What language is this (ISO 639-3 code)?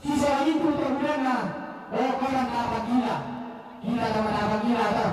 sda